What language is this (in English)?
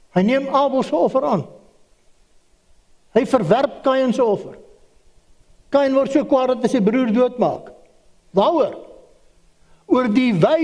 Afrikaans